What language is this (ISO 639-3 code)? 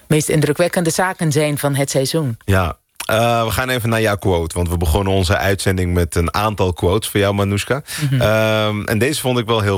nld